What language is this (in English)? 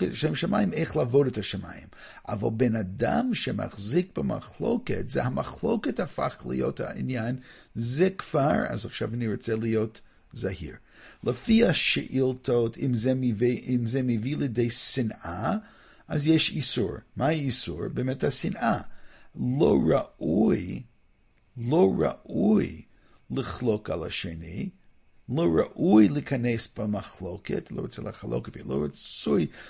Hebrew